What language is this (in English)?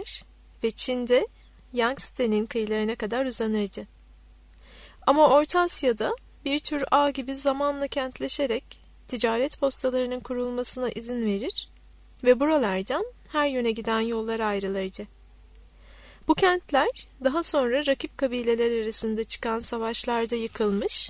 Turkish